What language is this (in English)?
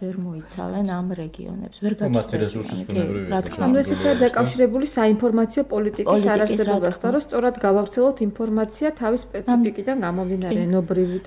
Georgian